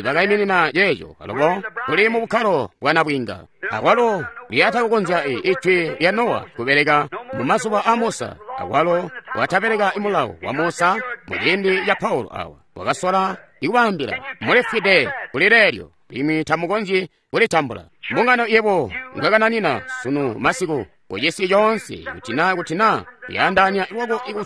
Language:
Tonga (Zambia)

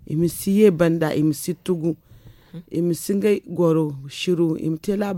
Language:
Zarma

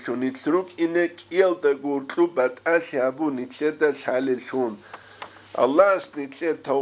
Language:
Avaric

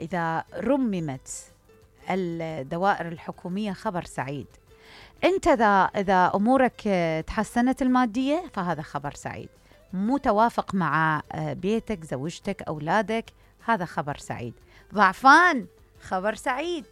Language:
Mesopotamian Arabic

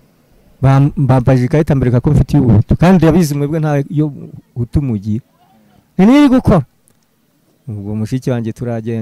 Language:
Kinyarwanda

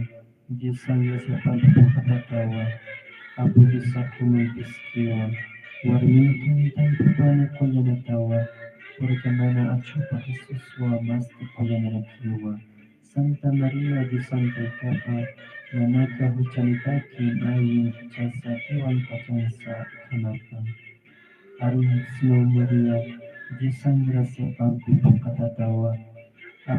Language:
Aymara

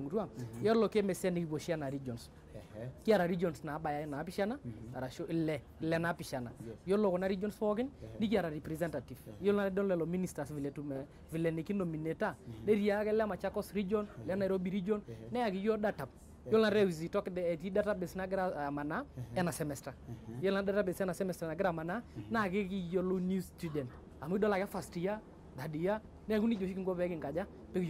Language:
Masai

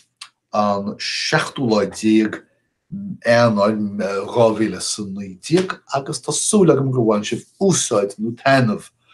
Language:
Irish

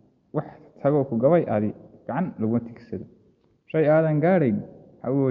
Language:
Somali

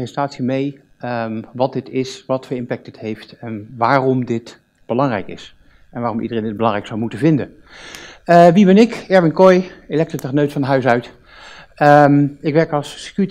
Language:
Dutch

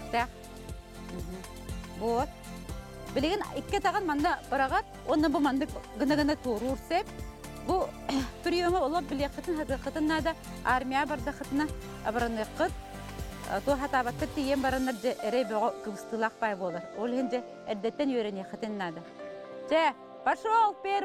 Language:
Yakut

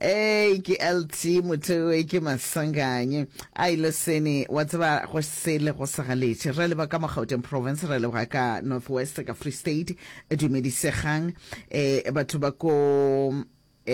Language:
Northern Sotho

